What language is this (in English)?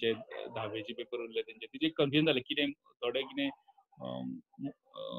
Konkani